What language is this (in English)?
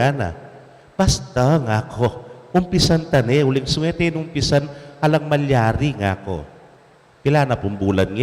Pampanga